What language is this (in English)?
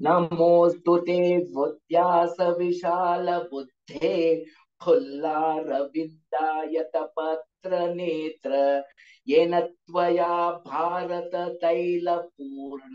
Sanskrit